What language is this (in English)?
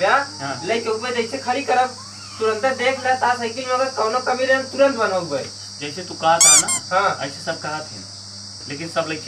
Awadhi